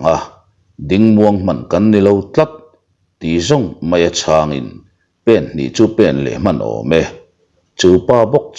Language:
Mizo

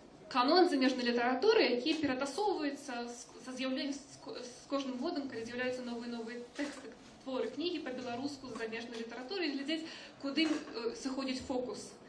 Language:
Belarusian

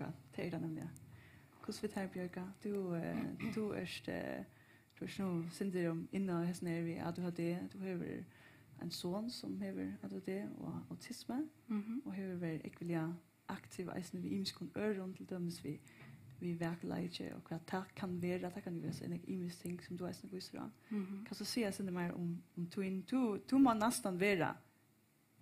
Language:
Faroese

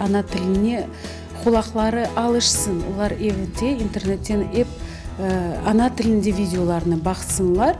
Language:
Crimean Tatar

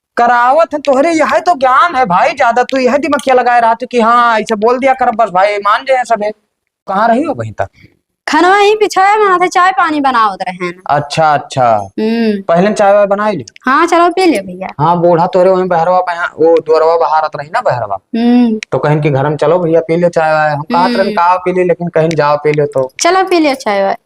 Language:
Awadhi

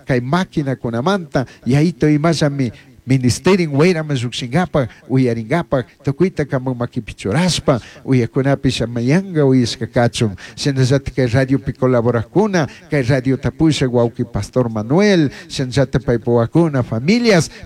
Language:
Chimborazo Highland Quichua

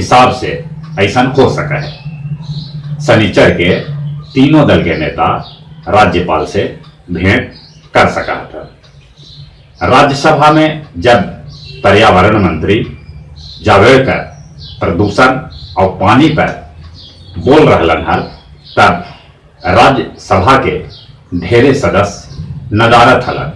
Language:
Magahi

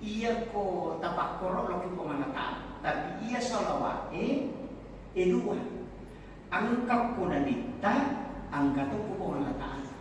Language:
Buginese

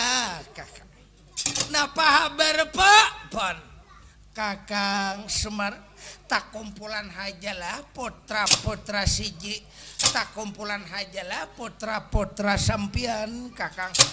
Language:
Banjar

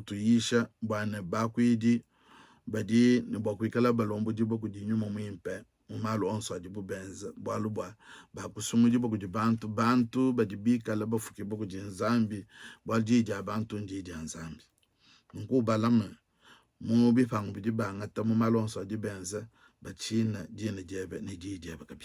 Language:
Luba-Lulua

